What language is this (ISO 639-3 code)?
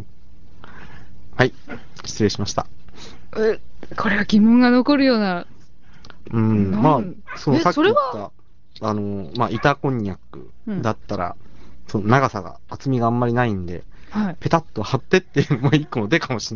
jpn